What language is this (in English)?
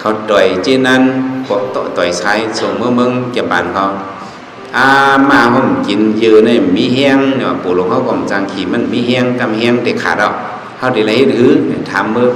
Shan